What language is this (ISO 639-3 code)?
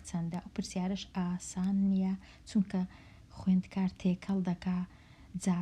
ckb